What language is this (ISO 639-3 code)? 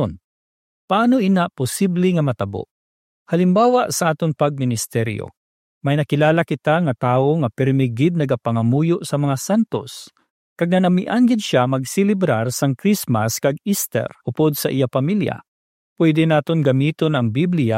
hil